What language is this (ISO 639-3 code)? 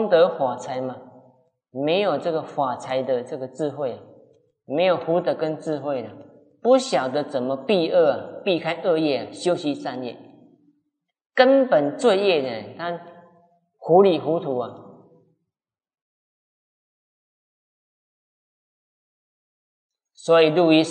zho